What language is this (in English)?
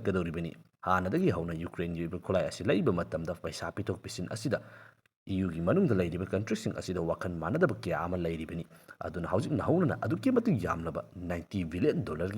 Manipuri